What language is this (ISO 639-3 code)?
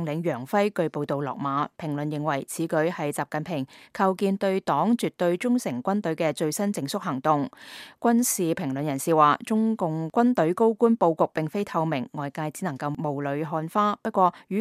yue